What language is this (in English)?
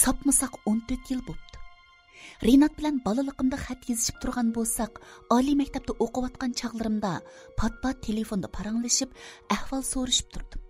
Uyghur